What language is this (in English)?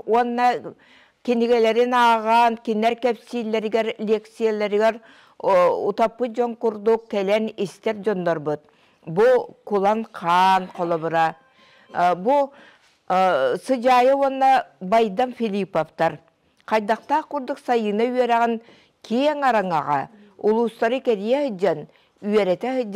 Yakut